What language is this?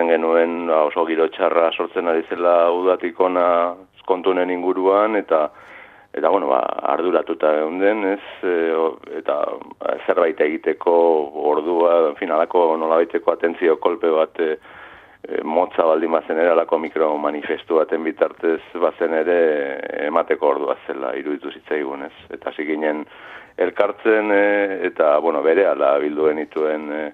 Basque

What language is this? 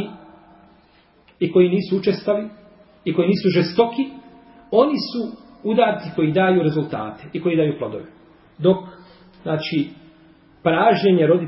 Bosnian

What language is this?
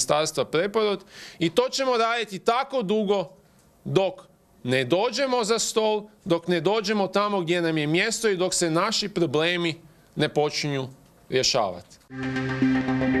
Croatian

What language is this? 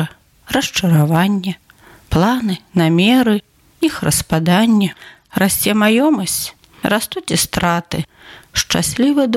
Belarusian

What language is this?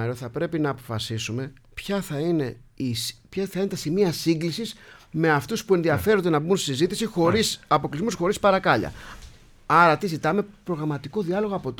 Greek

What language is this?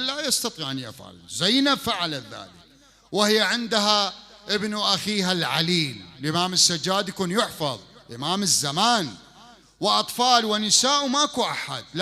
Mesopotamian Arabic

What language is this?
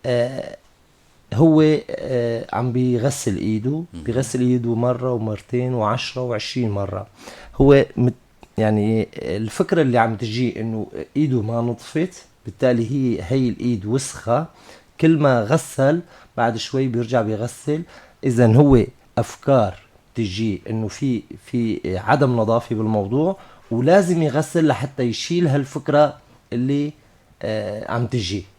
North Levantine Arabic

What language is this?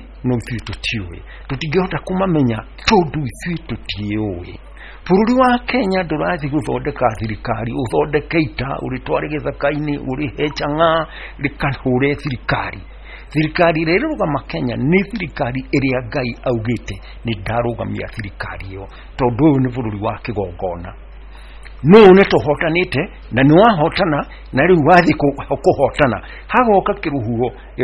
Kikuyu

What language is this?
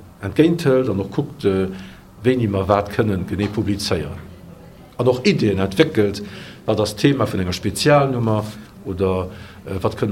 Luxembourgish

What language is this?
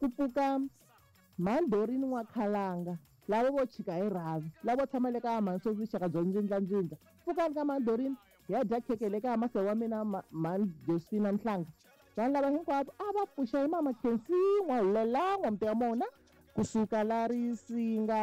Tsonga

